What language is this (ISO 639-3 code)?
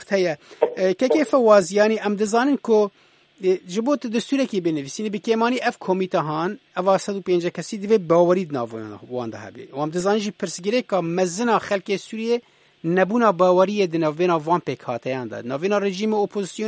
kur